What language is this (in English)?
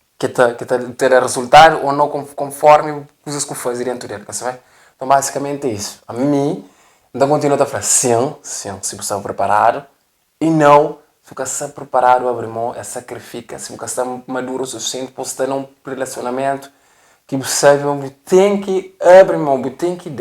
Kabuverdianu